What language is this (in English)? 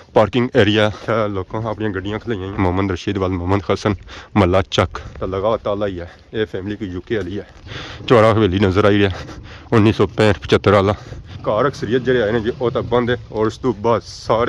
Pahari-Potwari